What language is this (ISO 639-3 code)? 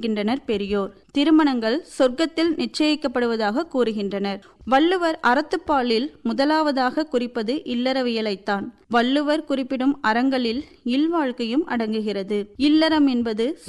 tam